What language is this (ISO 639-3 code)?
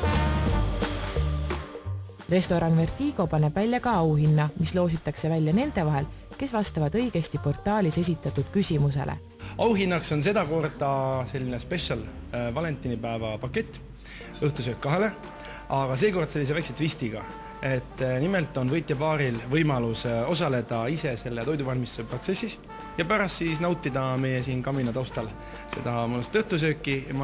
est